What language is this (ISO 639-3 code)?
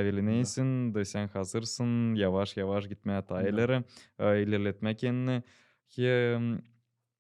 gag